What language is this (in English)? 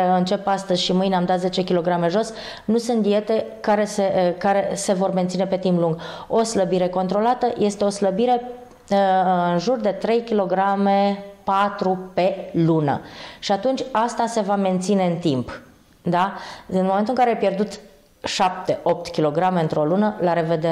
Romanian